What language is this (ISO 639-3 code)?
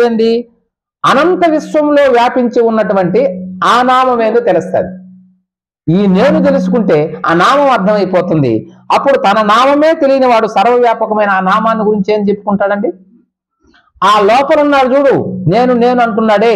tel